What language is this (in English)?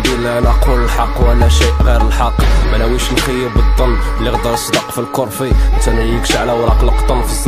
Moroccan Arabic